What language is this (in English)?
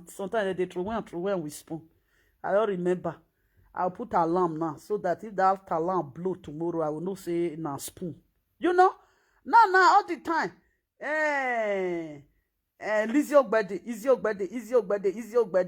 Nigerian Pidgin